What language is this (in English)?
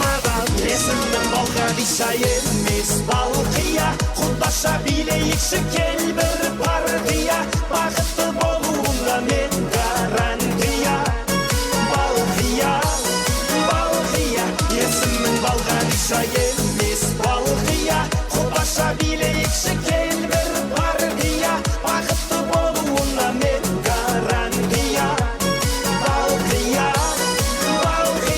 Kara-Kalpak